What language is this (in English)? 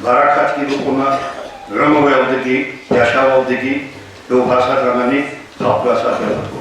Avaric